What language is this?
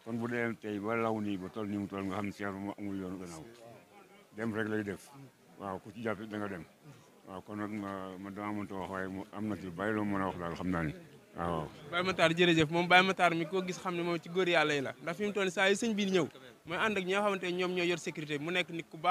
Wolof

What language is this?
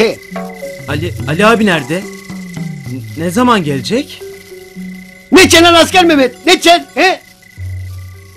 Turkish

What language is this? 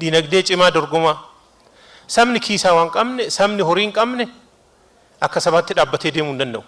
Oromo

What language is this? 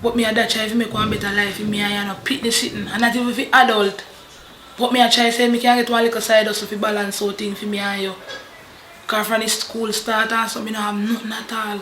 Jamaican Creole English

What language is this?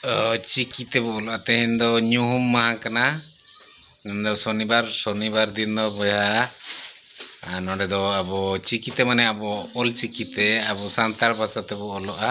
Santali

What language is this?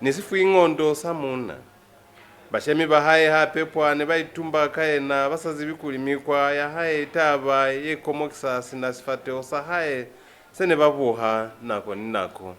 Lozi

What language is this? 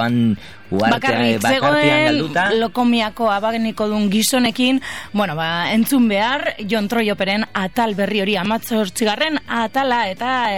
Basque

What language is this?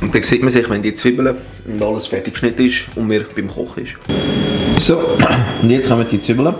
Swiss German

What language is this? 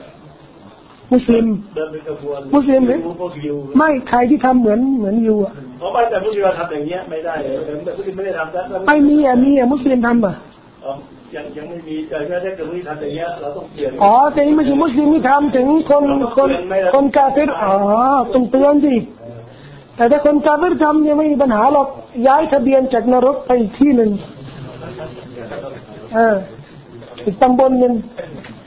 Thai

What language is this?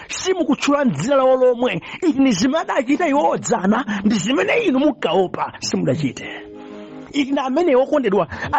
Nyanja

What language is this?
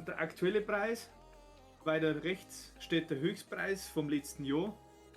Bavarian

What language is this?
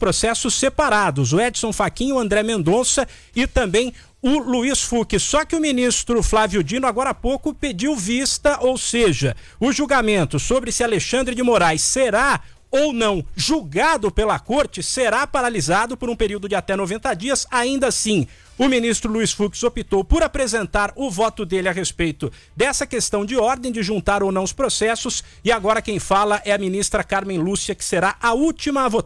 Portuguese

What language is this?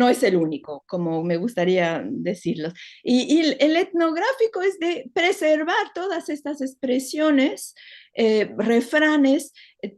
Ladino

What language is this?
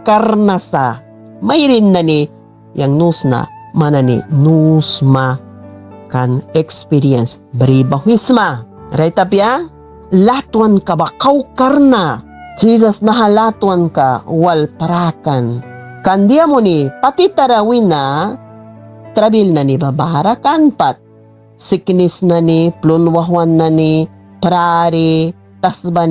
Mískito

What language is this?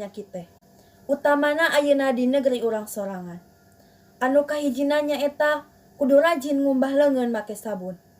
Sundanese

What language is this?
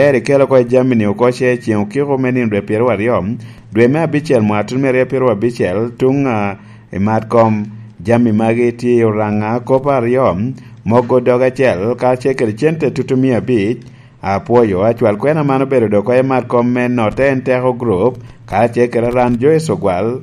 Lango (Uganda)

